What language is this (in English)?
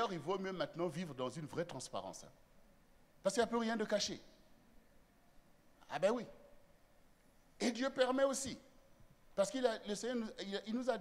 French